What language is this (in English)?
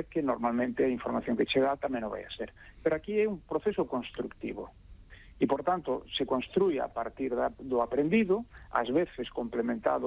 Galician